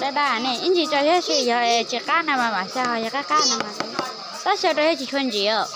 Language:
Hmong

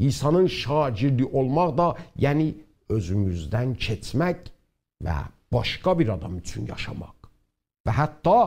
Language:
South Azerbaijani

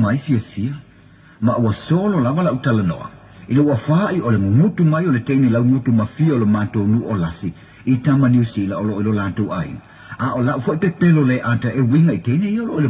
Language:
Samoan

